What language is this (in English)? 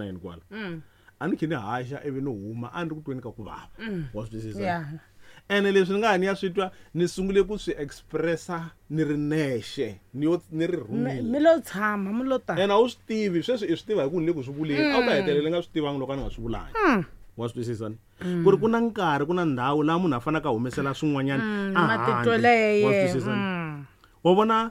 Tsonga